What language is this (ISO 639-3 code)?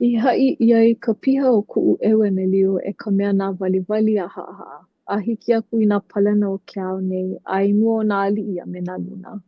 haw